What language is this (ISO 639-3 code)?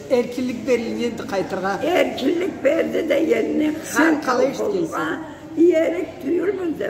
krc